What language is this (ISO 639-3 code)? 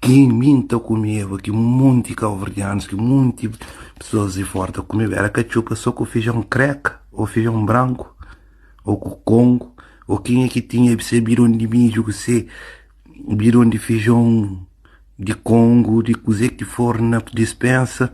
kea